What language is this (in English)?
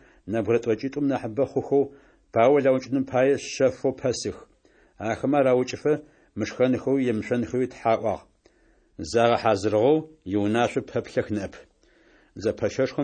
Adyghe